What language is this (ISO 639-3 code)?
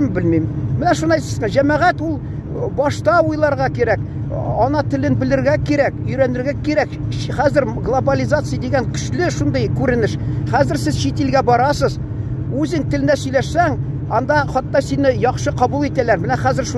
tat